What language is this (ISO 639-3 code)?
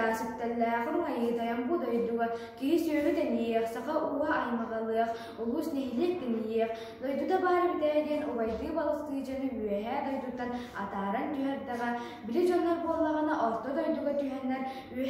sah